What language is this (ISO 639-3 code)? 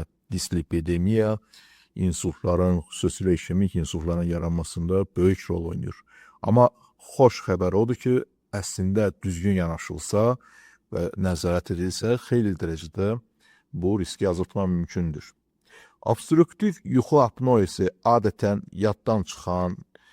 aze